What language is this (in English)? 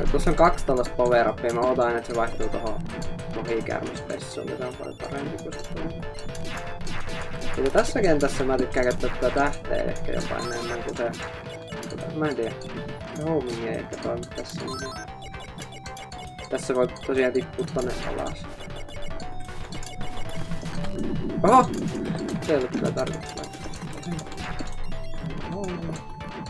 Finnish